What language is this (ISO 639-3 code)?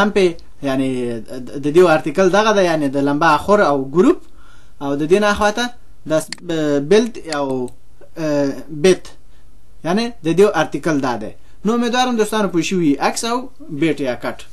pus